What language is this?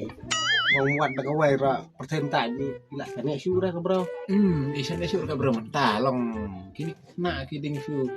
Khasi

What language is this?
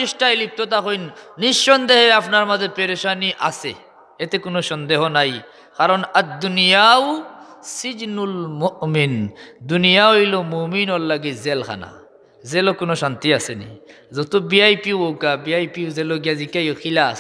Sylheti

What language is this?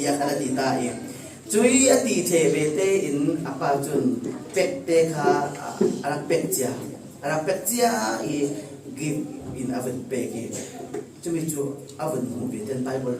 Falam Chin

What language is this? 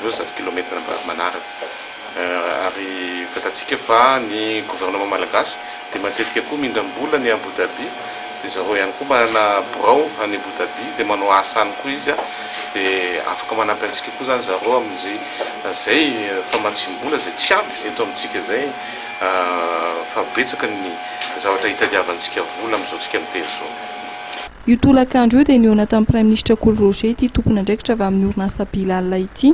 Malagasy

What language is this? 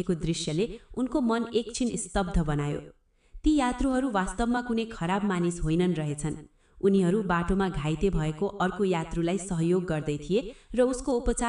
Nepali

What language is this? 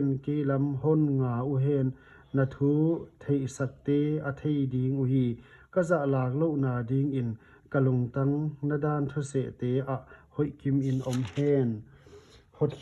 Paite Chin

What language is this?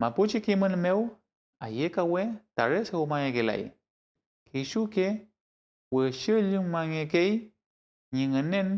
Mapuche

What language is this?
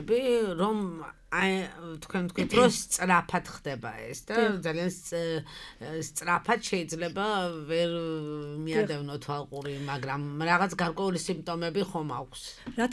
Georgian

